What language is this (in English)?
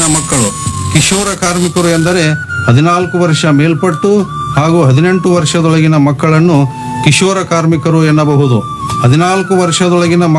Kannada